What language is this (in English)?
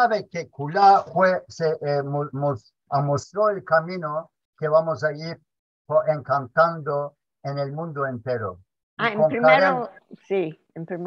Ladino